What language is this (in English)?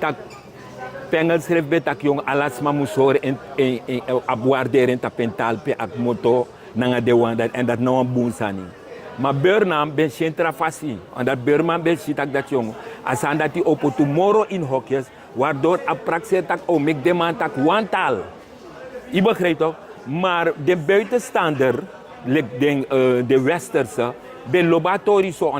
Sranan Tongo